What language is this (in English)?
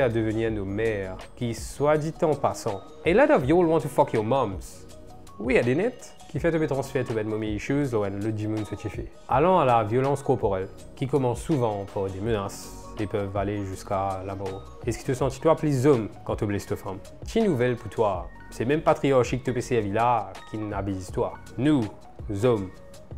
Morisyen